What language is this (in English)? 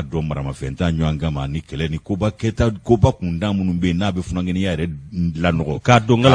Bambara